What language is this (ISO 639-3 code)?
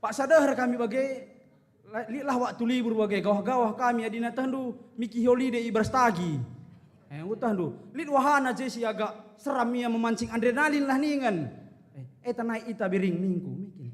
btx